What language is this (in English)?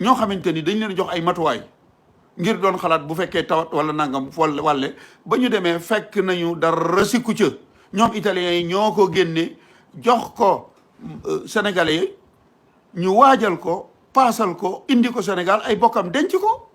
Wolof